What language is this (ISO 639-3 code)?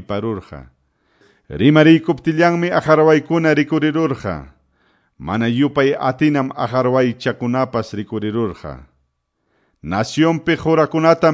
que